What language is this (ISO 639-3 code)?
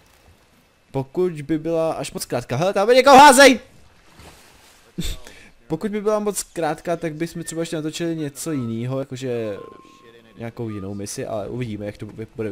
ces